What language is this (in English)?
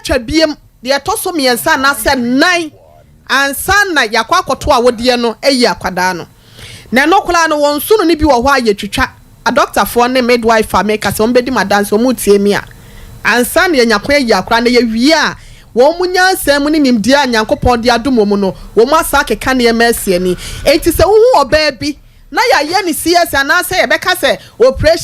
Akan